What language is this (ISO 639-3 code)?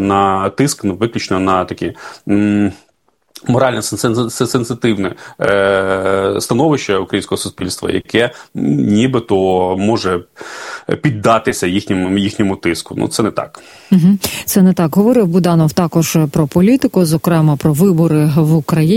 ukr